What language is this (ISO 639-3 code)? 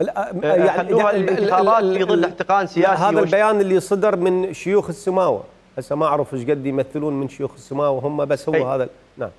acm